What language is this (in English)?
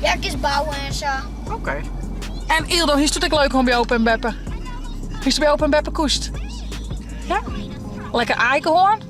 Western Frisian